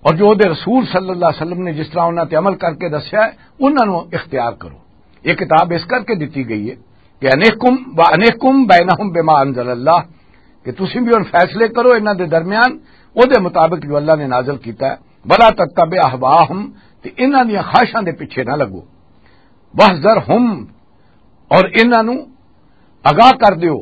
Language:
Western Panjabi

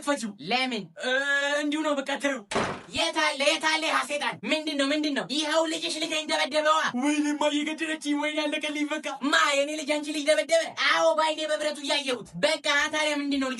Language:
Amharic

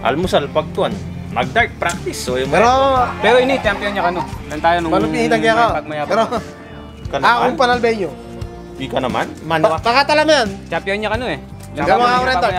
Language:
Pampanga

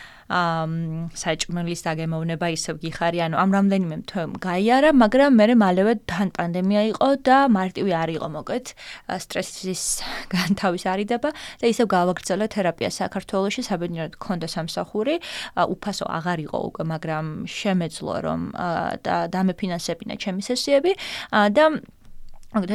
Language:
Georgian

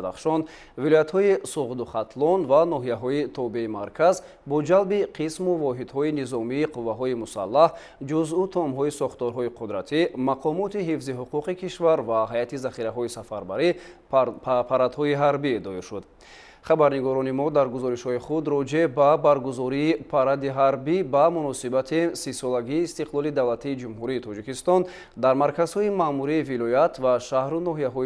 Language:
Tajik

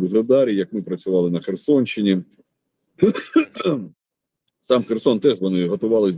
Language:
Ukrainian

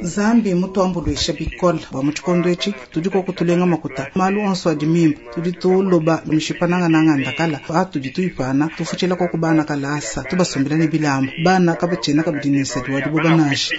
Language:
Luba-Lulua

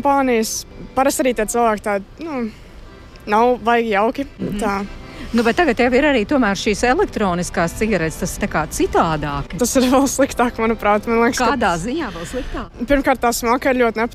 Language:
Latvian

